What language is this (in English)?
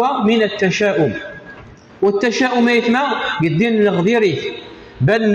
Kabyle